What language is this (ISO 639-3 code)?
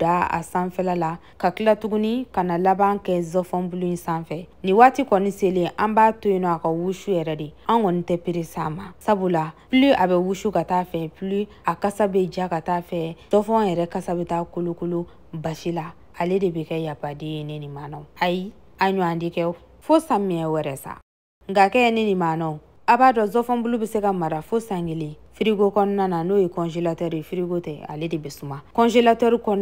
bam